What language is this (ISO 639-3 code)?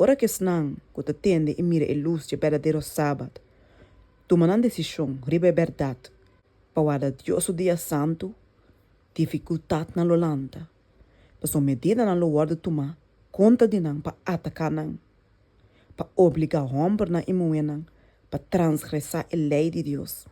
pap